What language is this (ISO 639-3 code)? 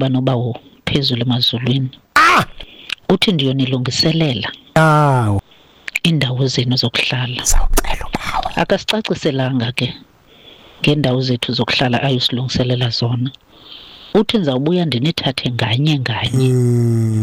xho